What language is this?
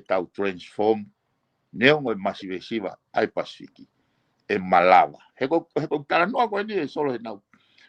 Tongan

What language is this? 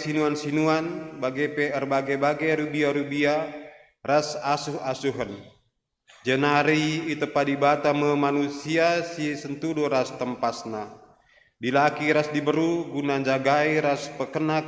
Batak Karo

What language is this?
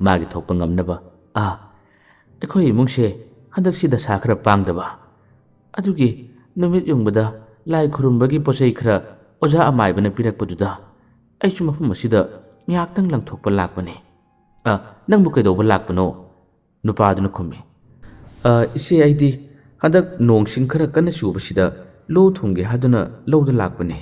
Manipuri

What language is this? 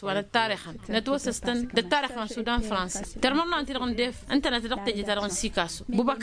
Tamasheq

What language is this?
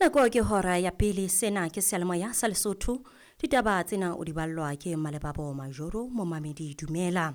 Southern Sotho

